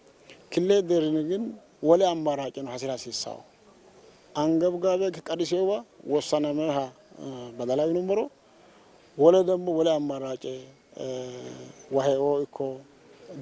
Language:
Sidamo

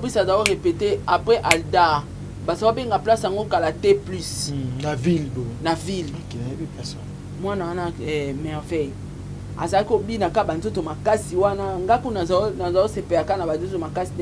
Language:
Lingala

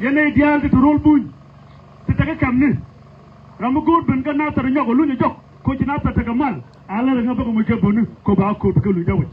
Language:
Nuer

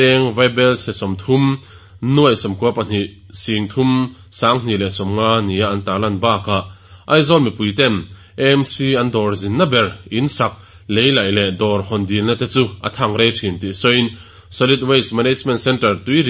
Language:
Mizo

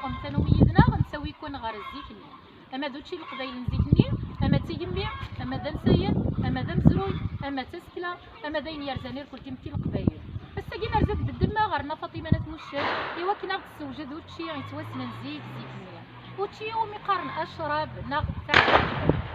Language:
Kabyle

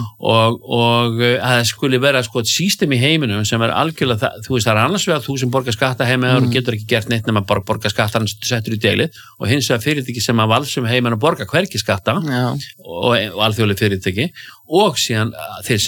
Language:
Icelandic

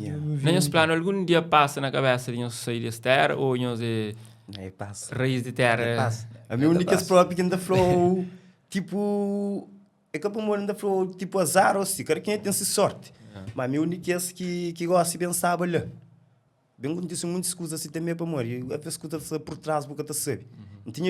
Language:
Kabuverdianu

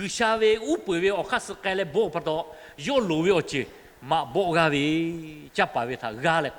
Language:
Lahu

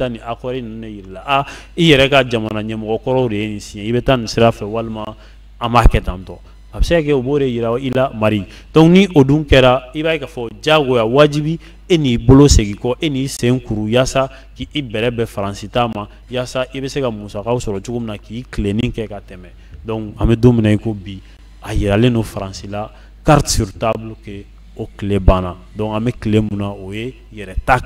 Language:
Bambara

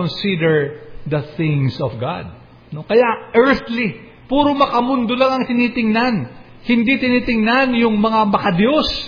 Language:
Filipino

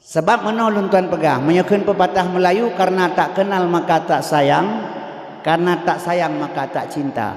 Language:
Achinese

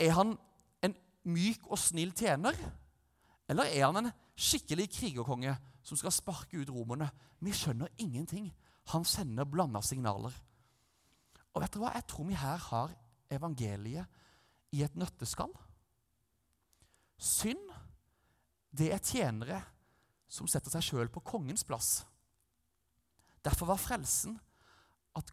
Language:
Norwegian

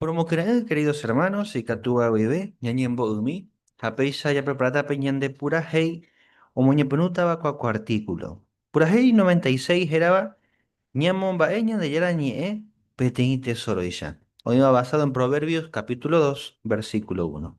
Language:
Guarani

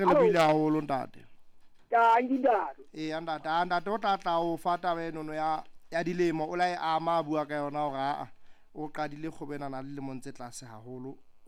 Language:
Southern Sotho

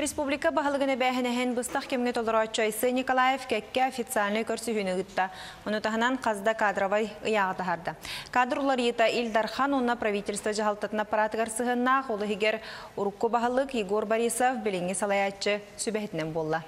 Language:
Yakut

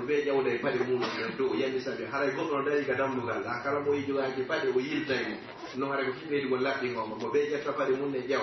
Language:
Pular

